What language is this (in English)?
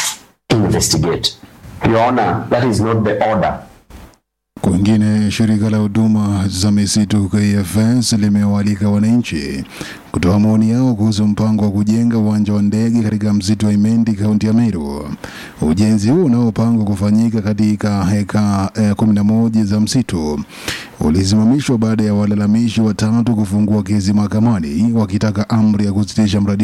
Swahili